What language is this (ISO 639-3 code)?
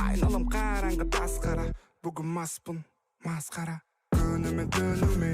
kaa